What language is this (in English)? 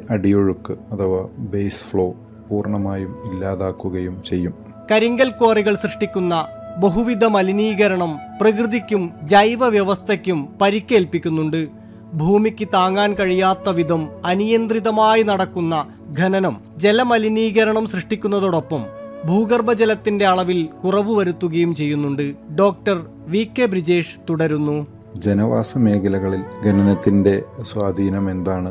Malayalam